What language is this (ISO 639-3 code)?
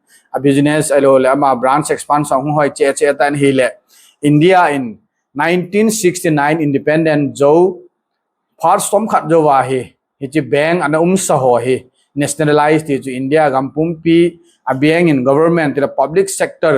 tcz